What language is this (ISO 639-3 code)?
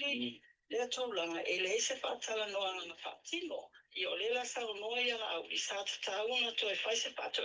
smo